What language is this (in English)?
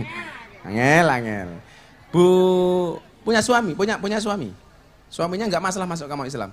Indonesian